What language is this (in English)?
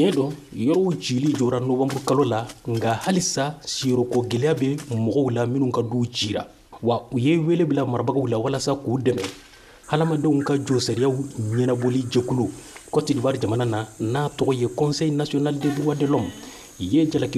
Bambara